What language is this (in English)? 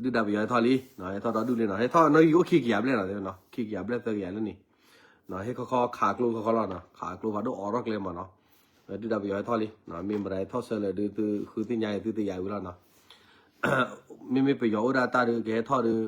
S'gaw Karen